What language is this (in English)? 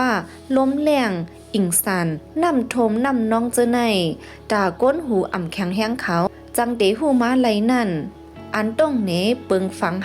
Shan